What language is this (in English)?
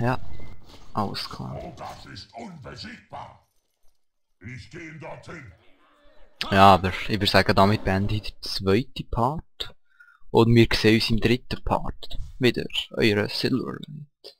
Swiss German